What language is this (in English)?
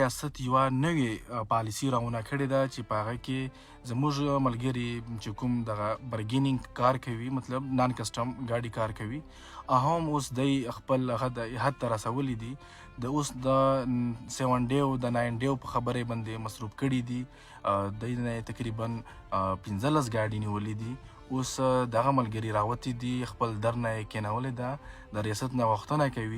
Pashto